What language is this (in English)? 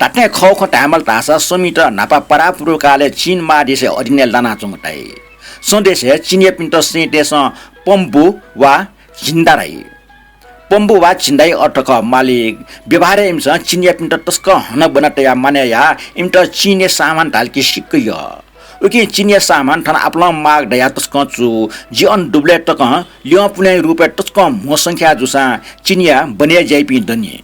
Newari